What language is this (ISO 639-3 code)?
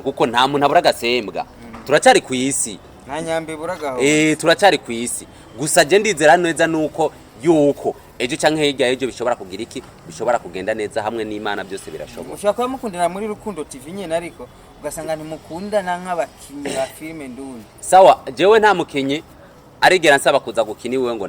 run